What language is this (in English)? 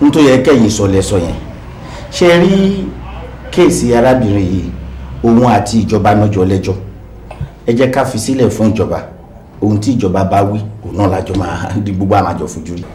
Yoruba